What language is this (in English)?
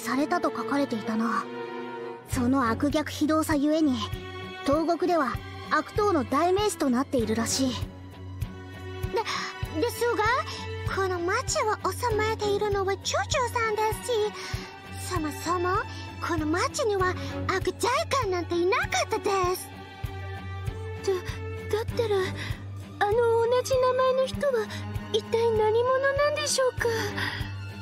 Japanese